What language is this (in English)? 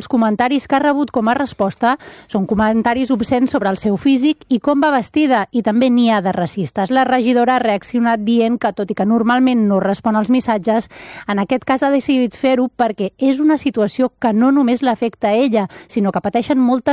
Catalan